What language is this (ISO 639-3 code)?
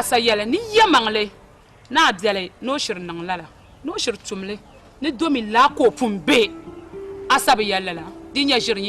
dag